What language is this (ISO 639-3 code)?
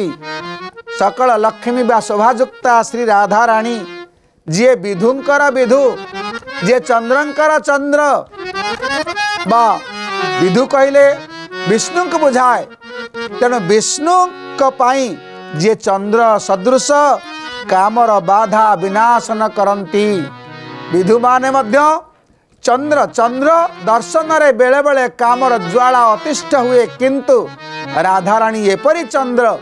ori